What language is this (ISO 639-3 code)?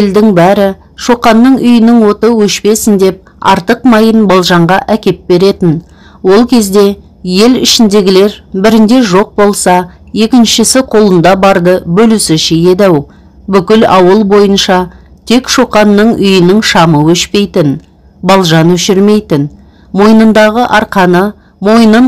kaz